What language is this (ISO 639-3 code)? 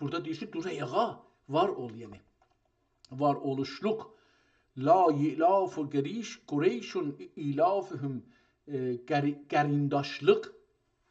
azb